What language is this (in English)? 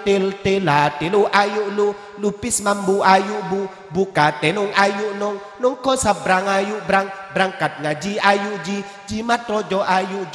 Madurese